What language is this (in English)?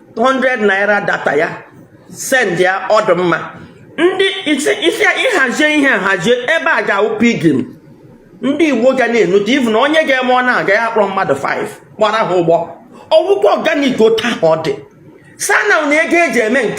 Igbo